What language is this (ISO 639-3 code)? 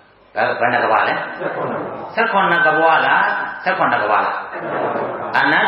mya